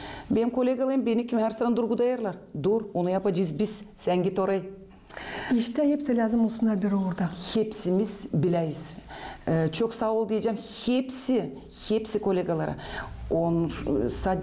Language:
Gagauz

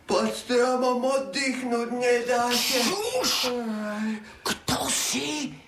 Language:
Slovak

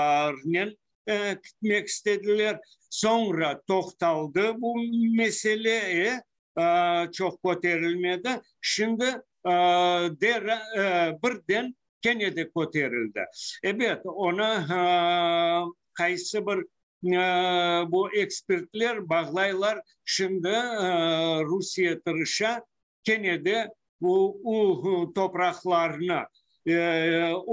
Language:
Crimean Tatar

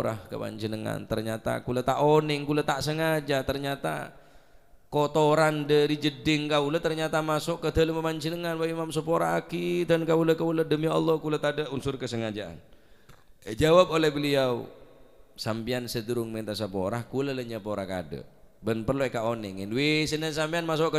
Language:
Madurese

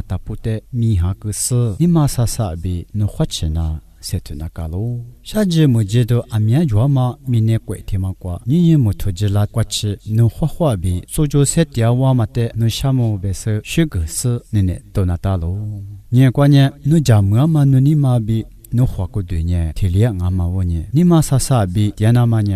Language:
Lisu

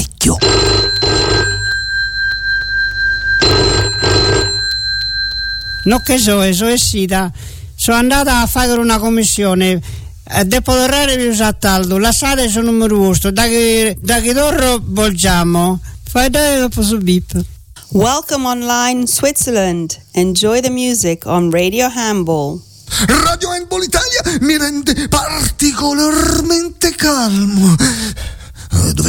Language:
Italian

